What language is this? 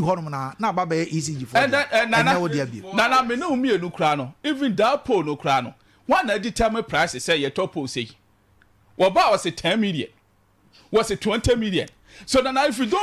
Akan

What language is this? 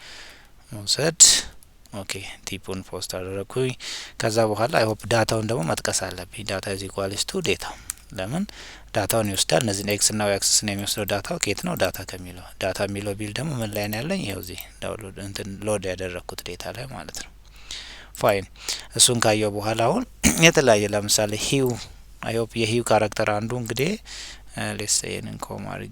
Amharic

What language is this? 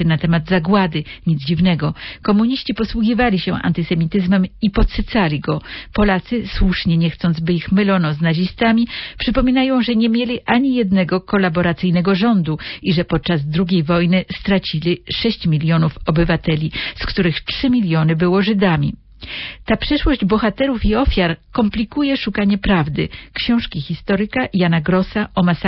Polish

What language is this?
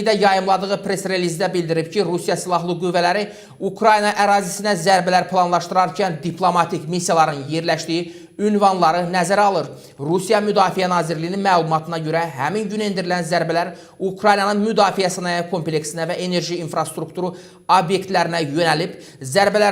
Azerbaijani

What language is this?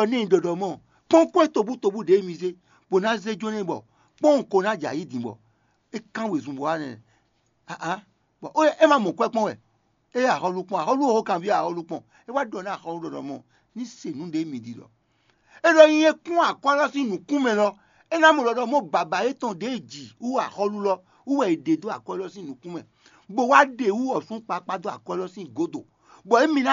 Fon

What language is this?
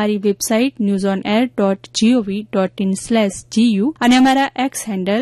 Gujarati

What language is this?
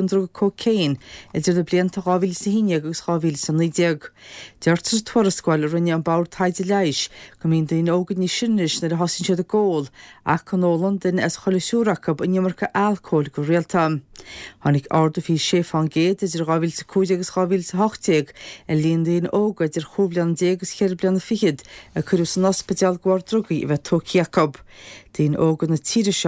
Irish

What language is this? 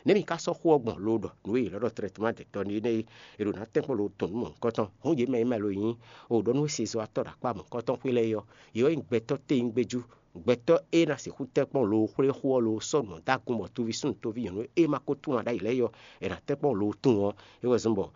Fon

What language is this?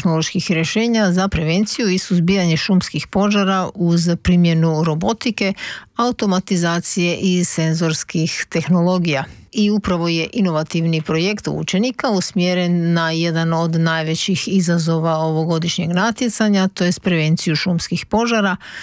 Croatian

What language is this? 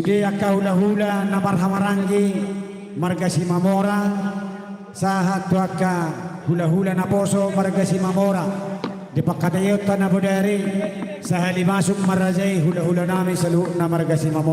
Batak Toba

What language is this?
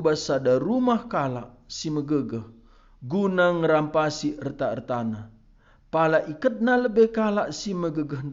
Batak Karo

